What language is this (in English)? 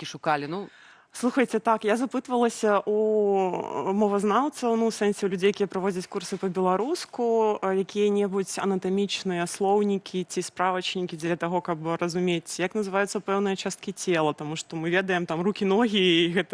Belarusian